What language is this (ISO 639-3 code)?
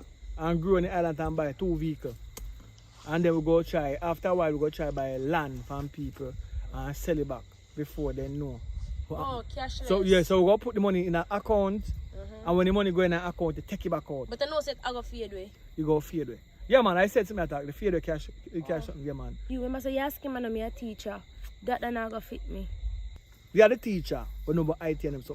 jam